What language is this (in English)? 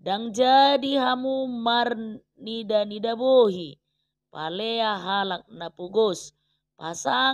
Batak Toba